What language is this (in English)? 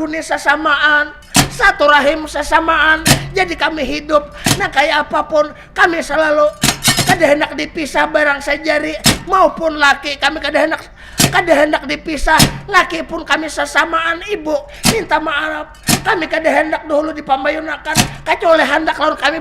Banjar